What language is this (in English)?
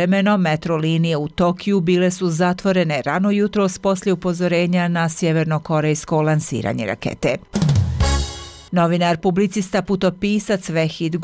Bosnian